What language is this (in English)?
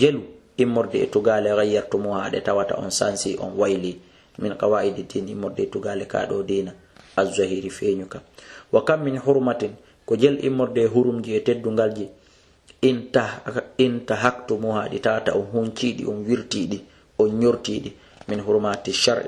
Fula